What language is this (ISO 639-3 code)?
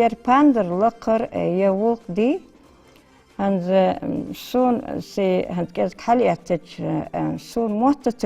inh